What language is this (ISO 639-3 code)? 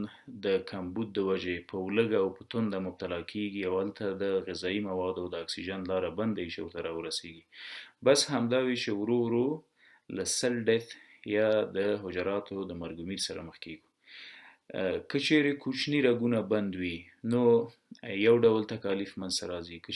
pus